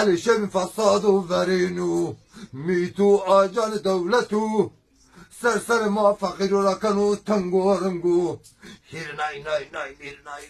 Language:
Zaza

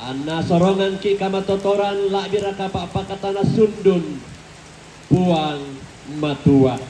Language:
Toraja-Sa'dan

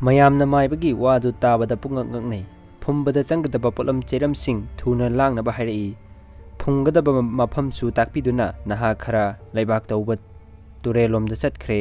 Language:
Manipuri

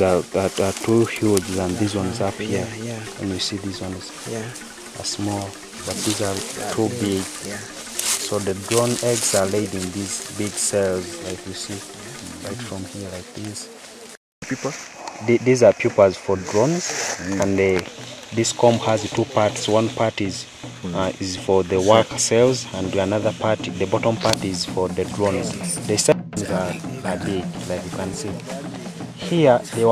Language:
English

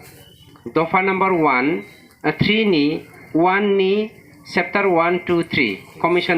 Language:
Bodo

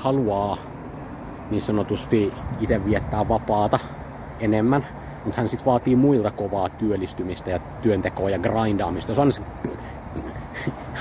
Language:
Finnish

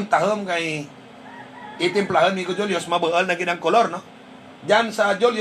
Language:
Hiligaynon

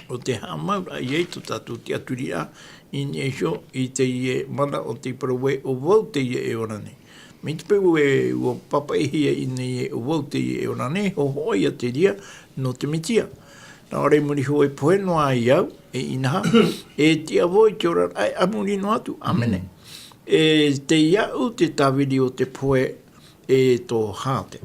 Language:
Tahitian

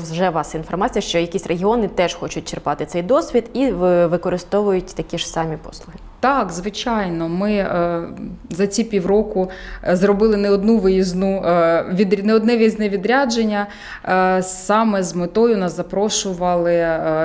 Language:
Ukrainian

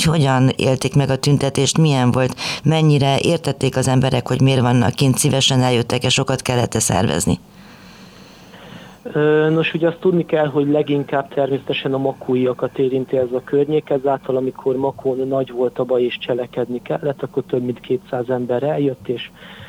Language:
Hungarian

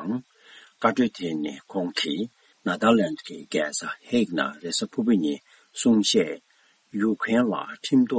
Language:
Tibetan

